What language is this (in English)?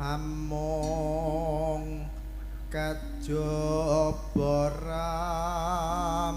Javanese